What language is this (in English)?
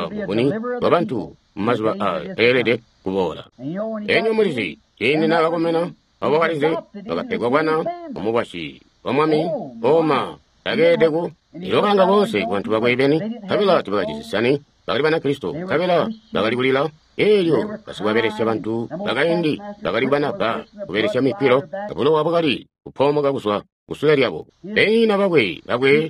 Tonga (Zambia)